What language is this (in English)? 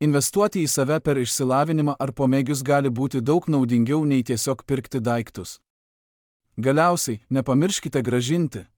Lithuanian